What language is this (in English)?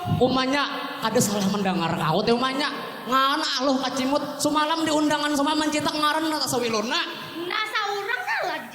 Banjar